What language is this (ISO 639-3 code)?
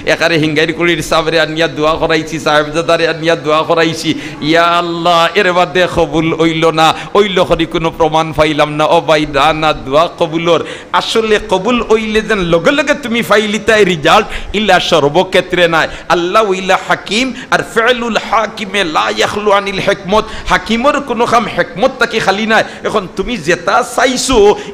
syl